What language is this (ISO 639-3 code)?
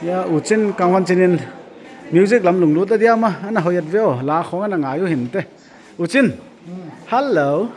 pck